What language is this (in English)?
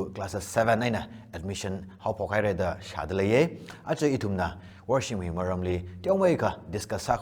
Tangkhul Naga (India)